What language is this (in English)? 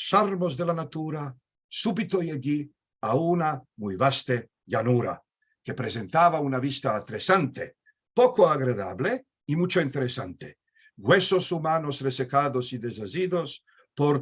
Ladino